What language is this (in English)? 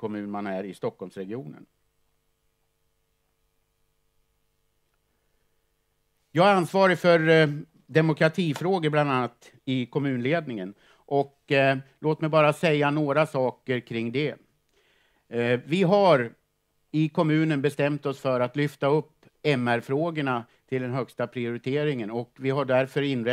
Swedish